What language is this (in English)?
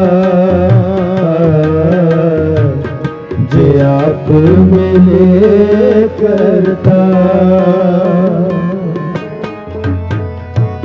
Punjabi